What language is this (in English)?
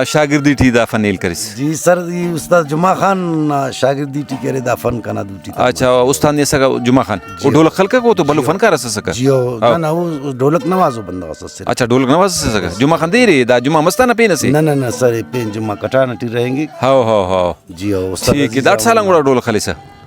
Brahui